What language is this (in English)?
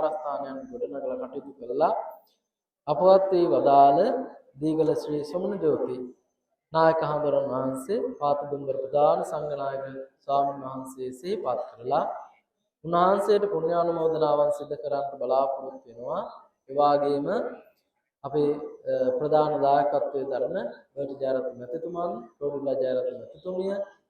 Sinhala